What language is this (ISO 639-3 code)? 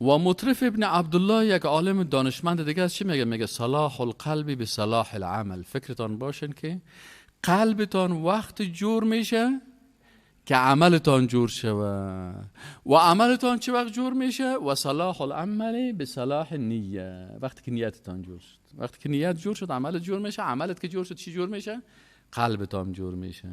fas